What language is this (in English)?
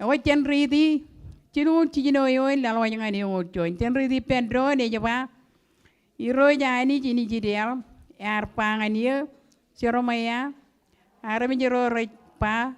Marshallese